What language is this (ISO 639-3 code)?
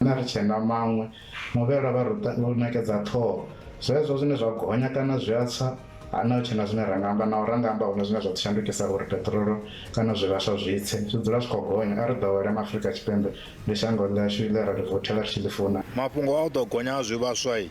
ven